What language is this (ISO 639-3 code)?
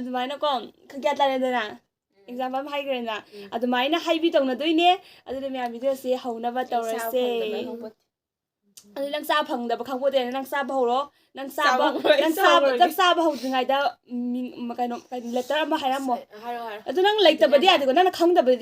mni